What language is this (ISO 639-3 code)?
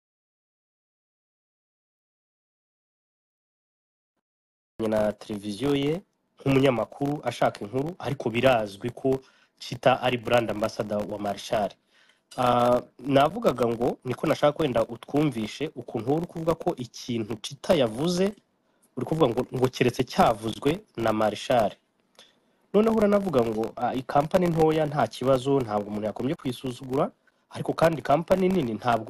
kin